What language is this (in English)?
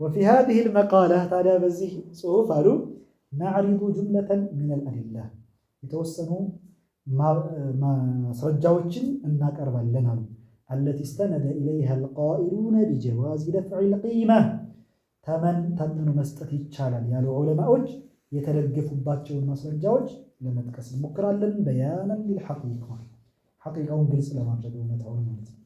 Amharic